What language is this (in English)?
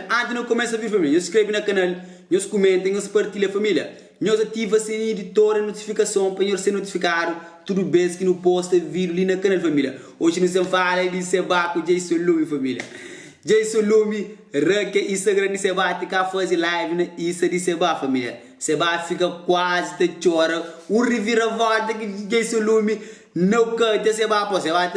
Kabuverdianu